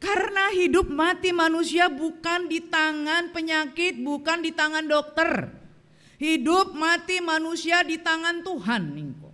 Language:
Batak Karo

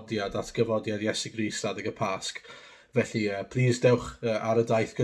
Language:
Welsh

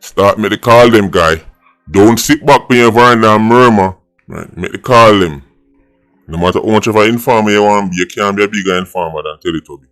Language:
Jamaican Creole English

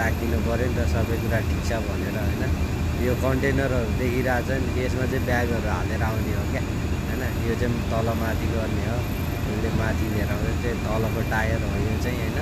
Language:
Nepali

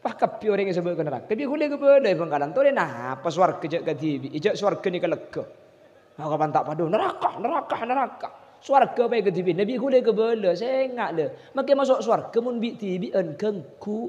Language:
Madurese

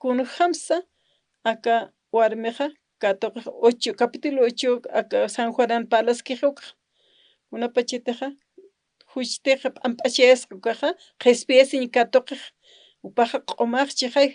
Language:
Aymara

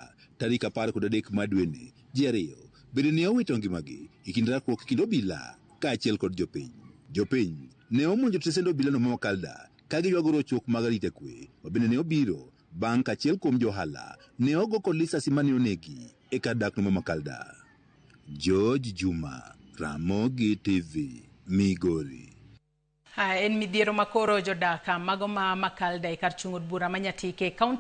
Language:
Luo (Kenya and Tanzania)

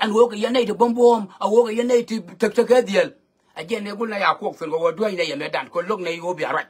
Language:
Nuer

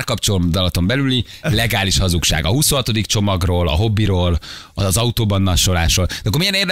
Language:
Hungarian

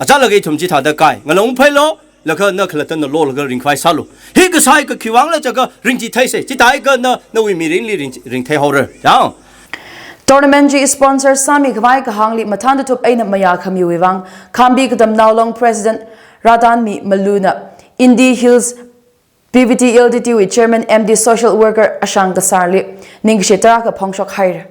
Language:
Tangkhul Naga (India)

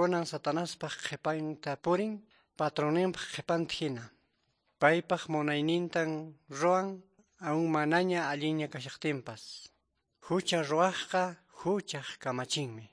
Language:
Quechua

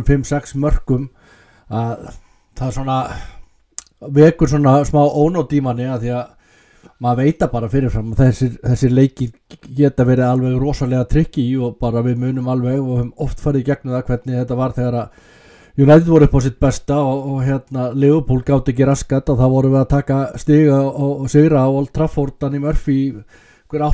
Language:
Icelandic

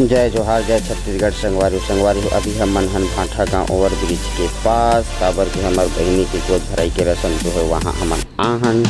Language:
Chhattisgarhi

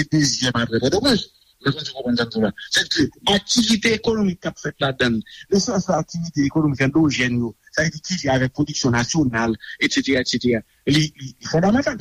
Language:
Haitian Creole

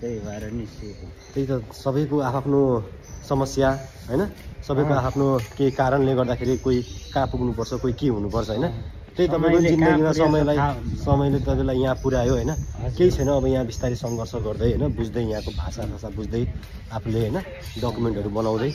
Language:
Nepali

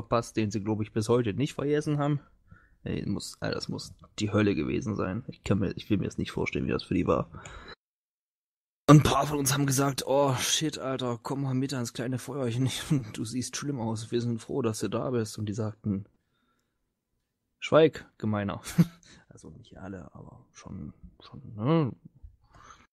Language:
German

